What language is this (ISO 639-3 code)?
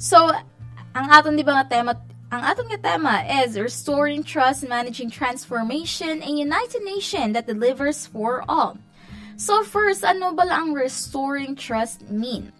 hil